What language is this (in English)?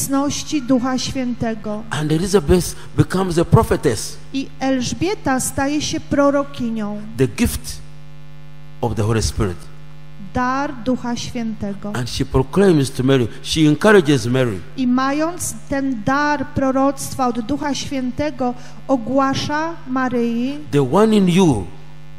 Polish